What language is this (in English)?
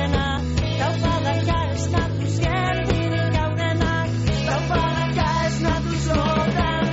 Basque